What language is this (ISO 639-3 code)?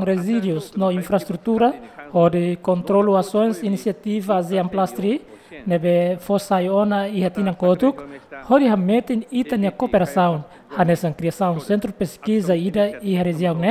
tet